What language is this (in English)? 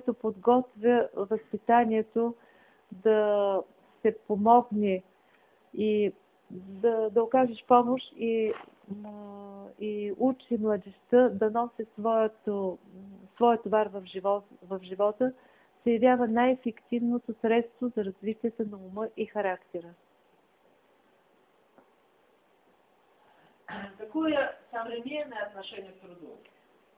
Bulgarian